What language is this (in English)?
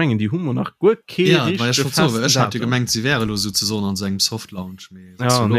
Luxembourgish